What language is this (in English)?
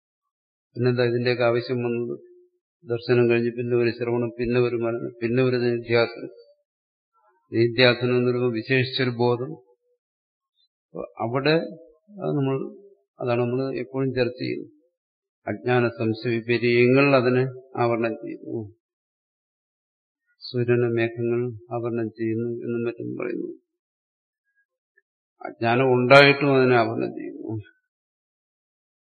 Malayalam